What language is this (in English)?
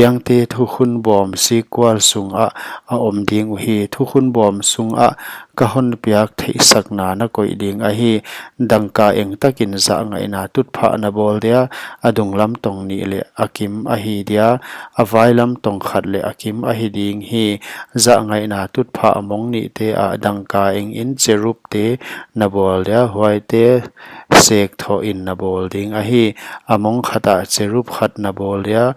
Paite Chin